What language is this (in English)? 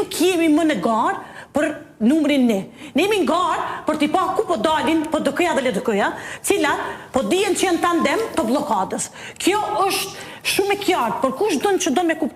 Albanian